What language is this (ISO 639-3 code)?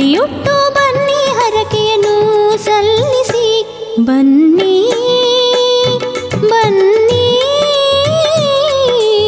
kan